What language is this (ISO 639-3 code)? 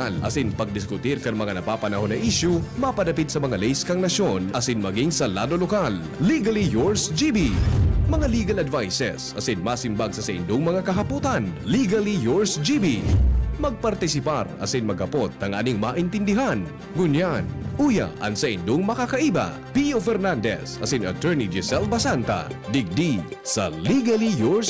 bik